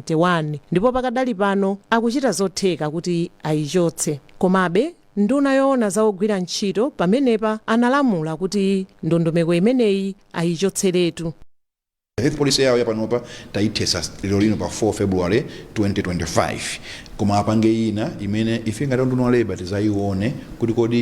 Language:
Nyanja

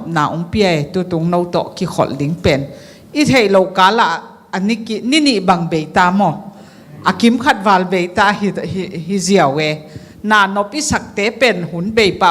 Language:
Tedim Chin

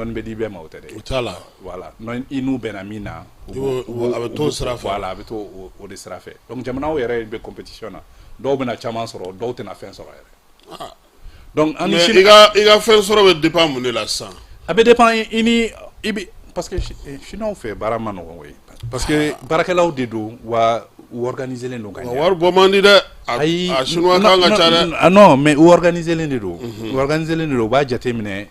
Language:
Bambara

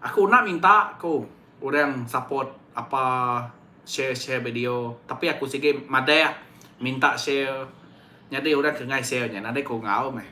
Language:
Iban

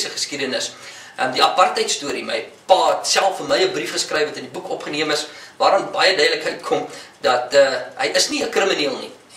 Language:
Afrikaans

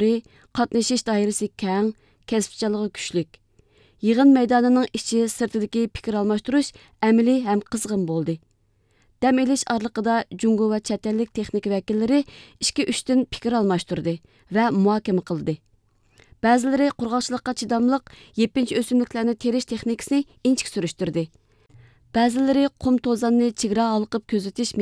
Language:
Uyghur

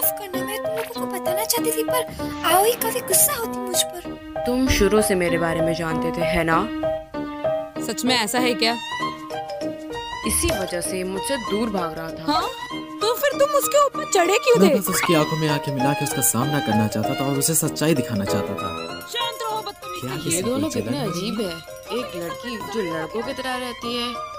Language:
Hindi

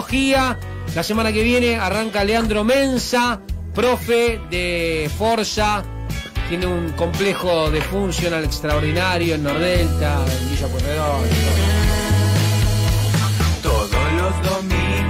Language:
Spanish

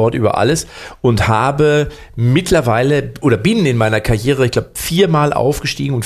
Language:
German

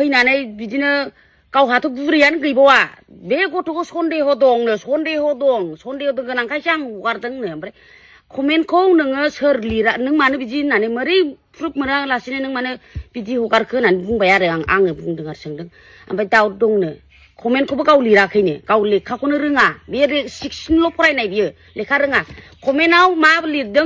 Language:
Bodo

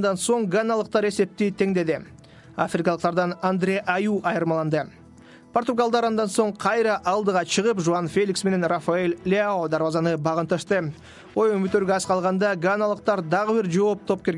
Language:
Kyrgyz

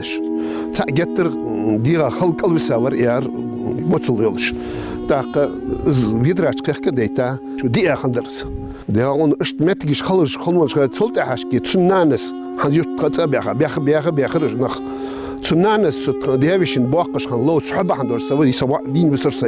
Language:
Ingush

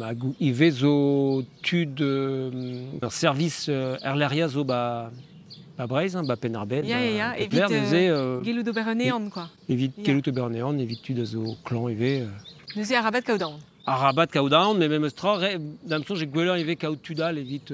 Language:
Breton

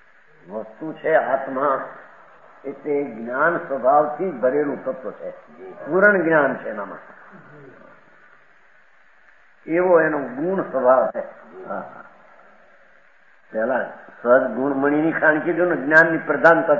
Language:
Gujarati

